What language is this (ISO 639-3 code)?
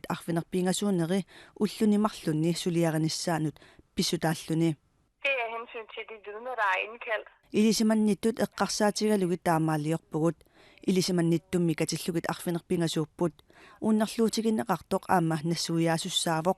kal